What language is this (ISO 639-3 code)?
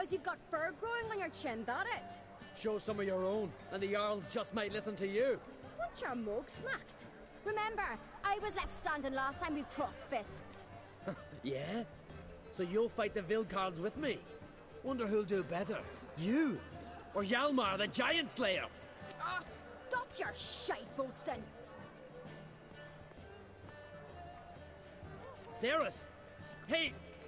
eng